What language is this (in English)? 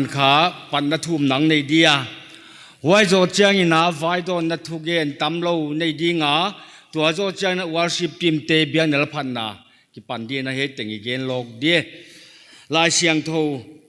Paite Chin